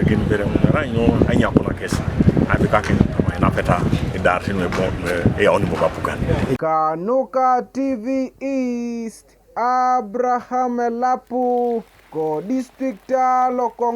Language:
Teso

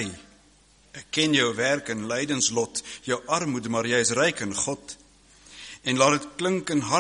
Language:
Afrikaans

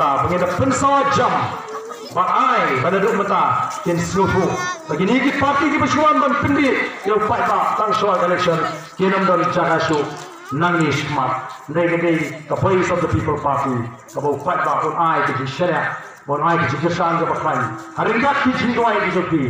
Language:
Khasi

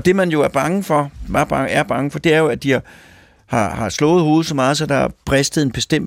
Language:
Danish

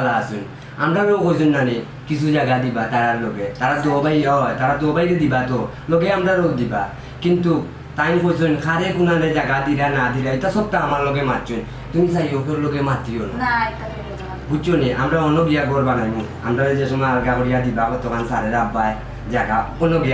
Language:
Sylheti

